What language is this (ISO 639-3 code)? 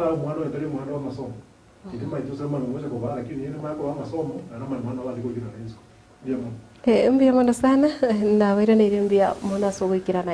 guz